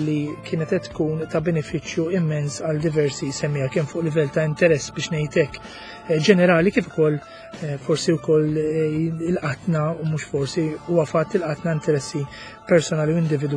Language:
Maltese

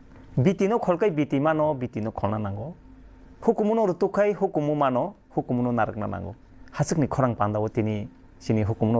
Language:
Kok Borok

